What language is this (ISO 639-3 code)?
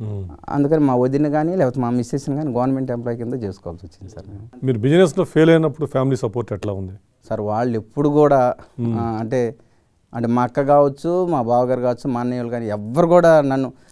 tel